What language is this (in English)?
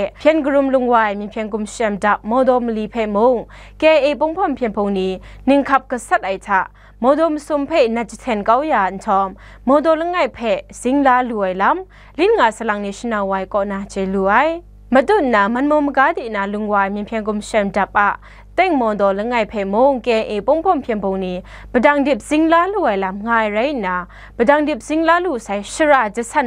Kachin